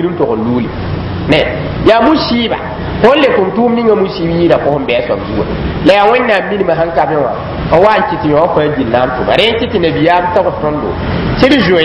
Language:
Mossi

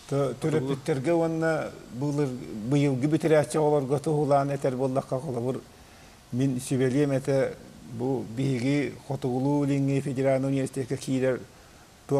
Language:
Yakut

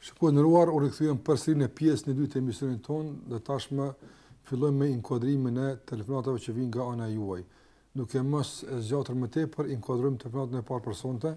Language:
Albanian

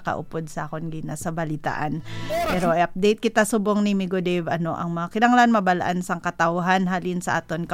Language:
Hiligaynon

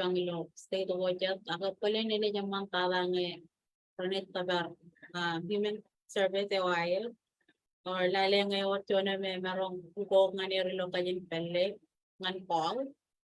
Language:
Marshallese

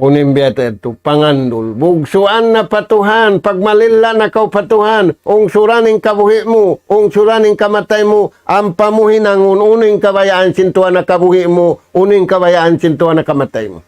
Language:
Tausug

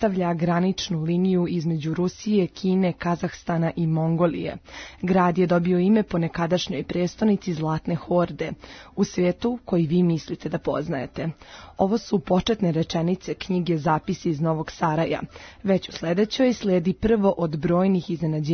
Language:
Serbian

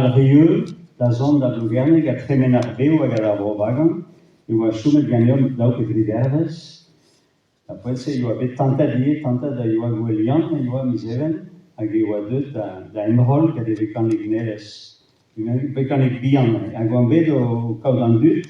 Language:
Breton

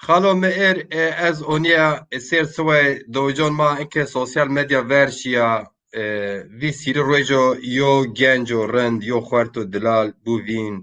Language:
Zaza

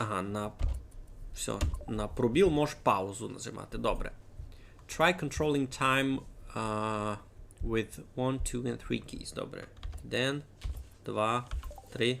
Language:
Rusyn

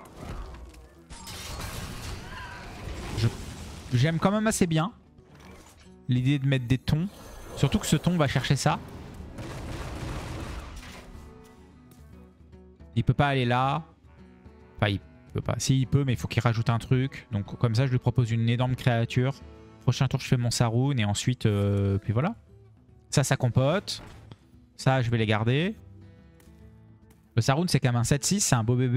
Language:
French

